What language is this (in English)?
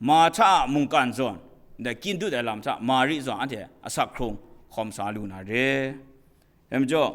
Kachin